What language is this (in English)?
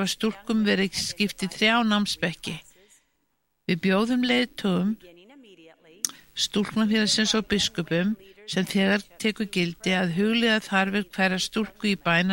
Icelandic